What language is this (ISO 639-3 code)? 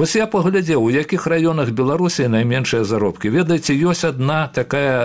bel